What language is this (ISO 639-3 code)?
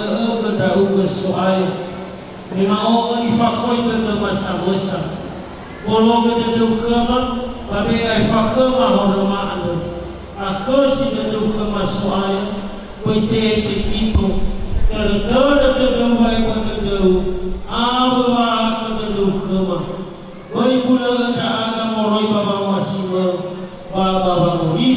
nia